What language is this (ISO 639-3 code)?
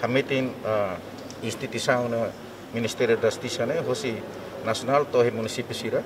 tet